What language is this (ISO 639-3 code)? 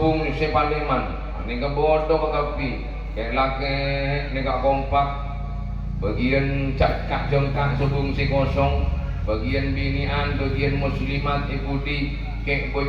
mad